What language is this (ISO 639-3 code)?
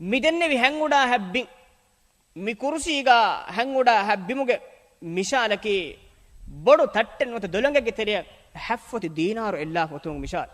div